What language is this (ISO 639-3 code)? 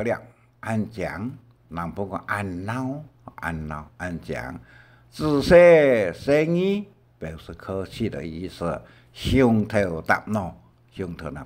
hak